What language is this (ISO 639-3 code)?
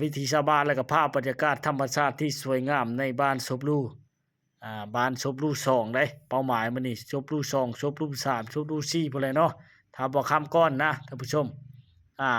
lao